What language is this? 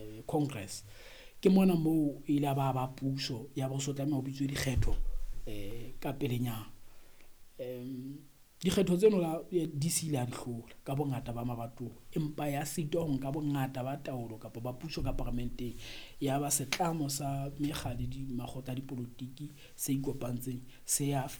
Southern Sotho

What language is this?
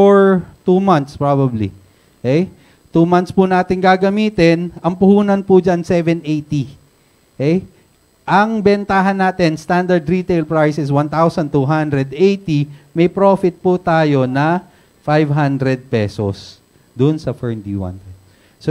Filipino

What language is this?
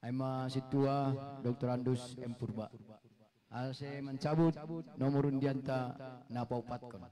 Batak Simalungun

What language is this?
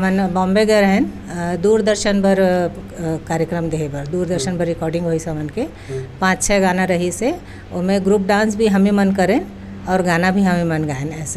Chhattisgarhi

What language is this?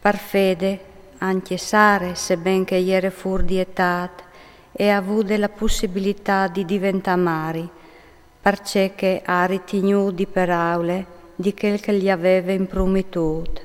Friulian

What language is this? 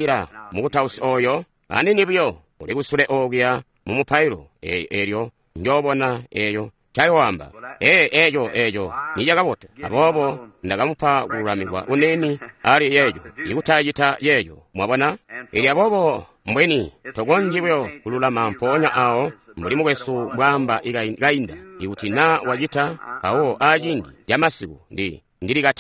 Tonga (Zambia)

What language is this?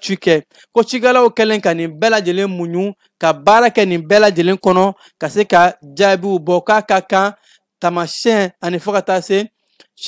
Bambara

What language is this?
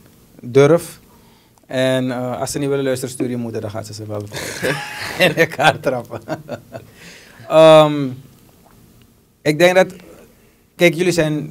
Dutch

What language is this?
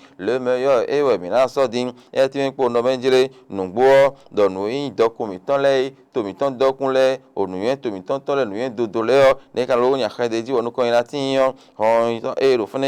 Fon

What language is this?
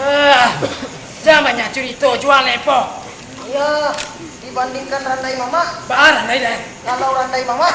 Minangkabau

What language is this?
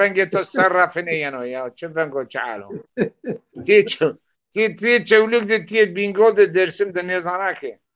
Zaza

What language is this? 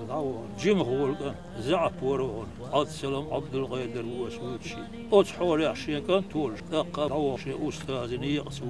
Chechen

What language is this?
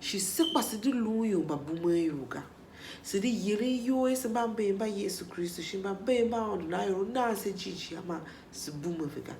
Tiv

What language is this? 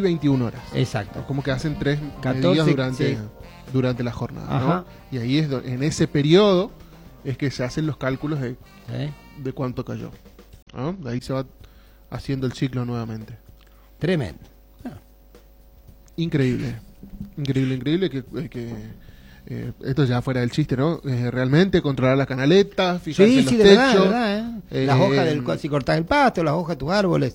Spanish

